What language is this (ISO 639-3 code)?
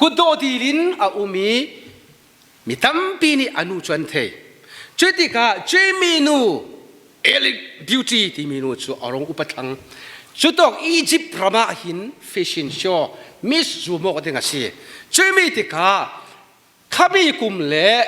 cfm